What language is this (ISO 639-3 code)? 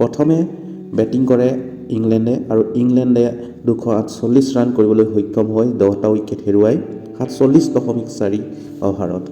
asm